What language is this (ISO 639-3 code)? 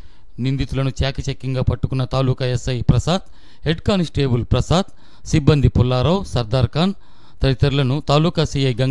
tel